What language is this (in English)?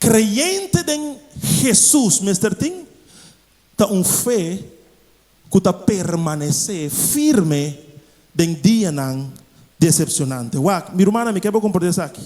Papiamento